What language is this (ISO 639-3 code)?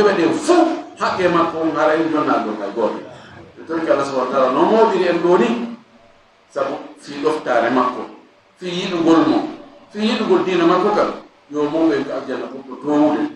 ful